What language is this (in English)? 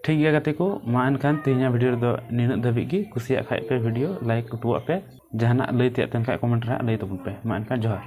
Santali